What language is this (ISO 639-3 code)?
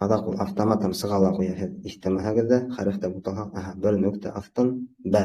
bak